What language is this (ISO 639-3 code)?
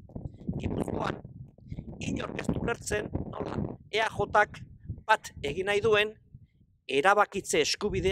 eus